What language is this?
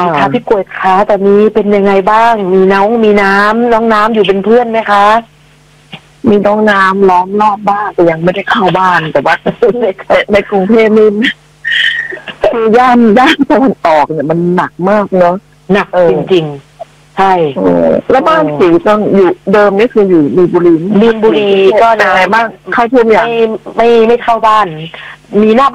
Thai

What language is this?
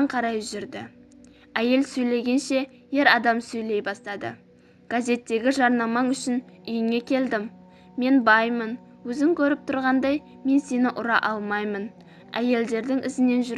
Kazakh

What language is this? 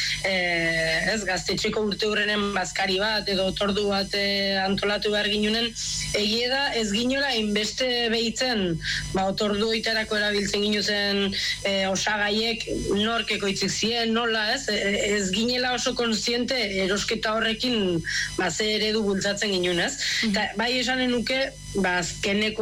Basque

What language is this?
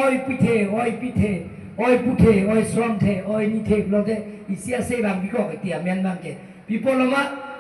Karbi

